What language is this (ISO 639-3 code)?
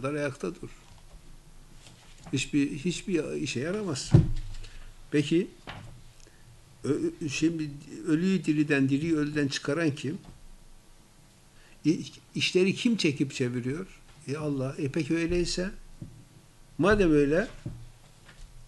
tur